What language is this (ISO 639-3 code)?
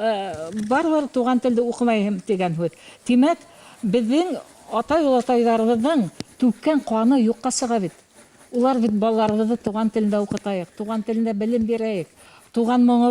bak